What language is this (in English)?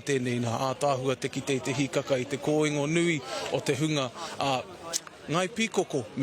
Māori